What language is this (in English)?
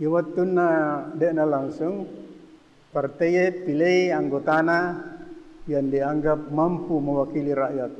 Buginese